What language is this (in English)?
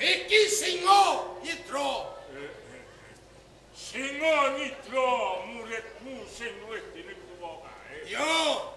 Javanese